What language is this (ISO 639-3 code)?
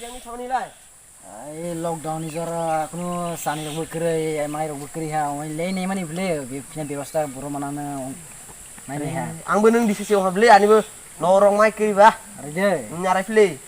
trp